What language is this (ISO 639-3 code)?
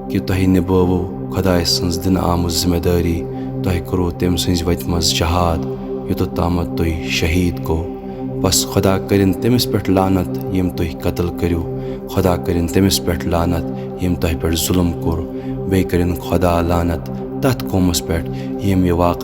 kas